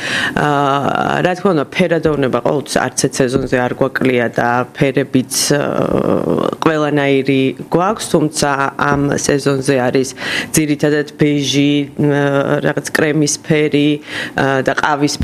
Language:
Georgian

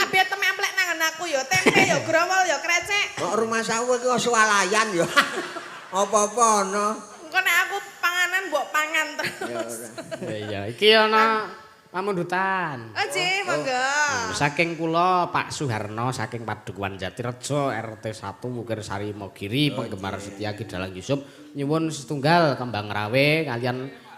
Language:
Javanese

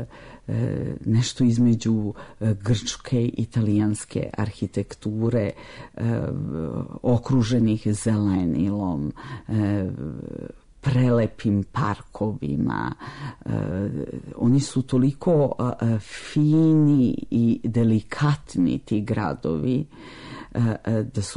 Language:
Serbian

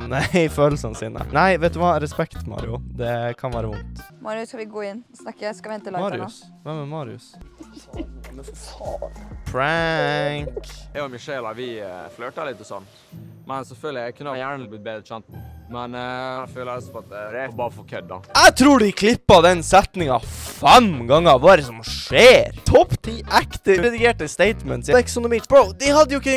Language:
Norwegian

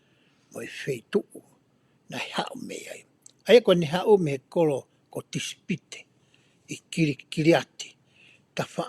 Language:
Tongan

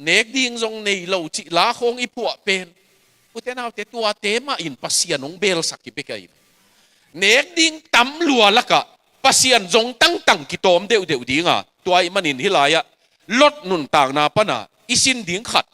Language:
Tedim Chin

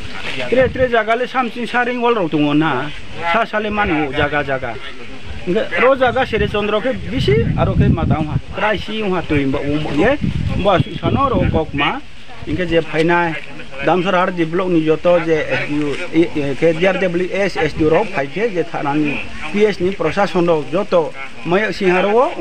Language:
Riang (India)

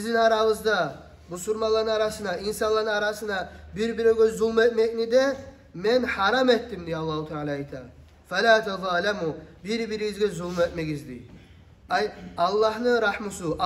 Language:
Kumyk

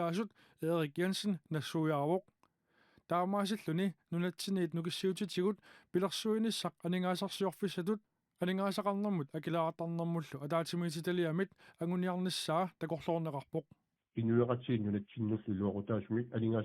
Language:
Kalaallisut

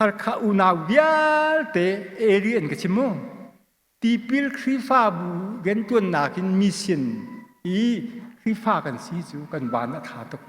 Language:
Hakha Chin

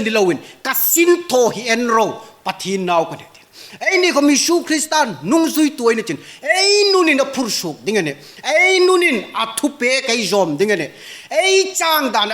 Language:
Hmar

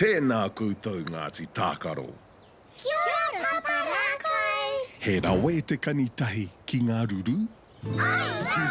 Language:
Māori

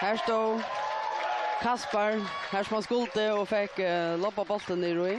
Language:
Faroese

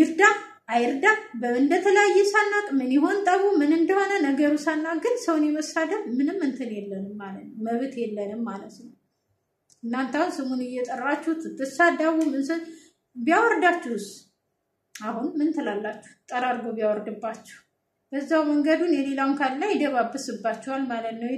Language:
Amharic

